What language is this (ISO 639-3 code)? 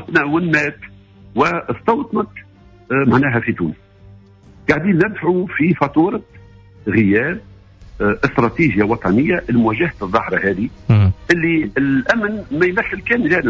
aeb